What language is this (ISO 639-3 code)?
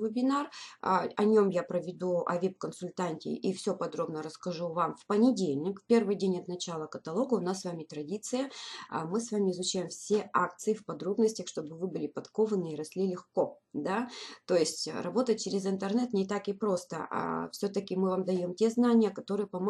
rus